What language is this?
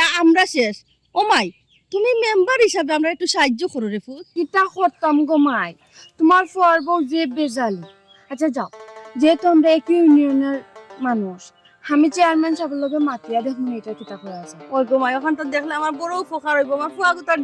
Sylheti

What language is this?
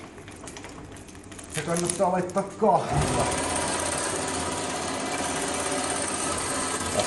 Finnish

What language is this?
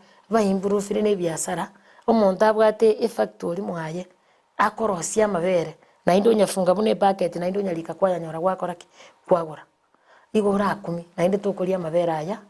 Gusii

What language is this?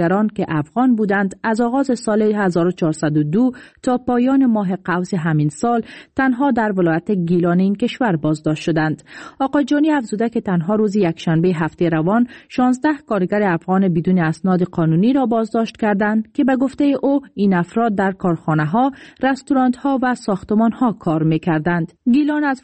Persian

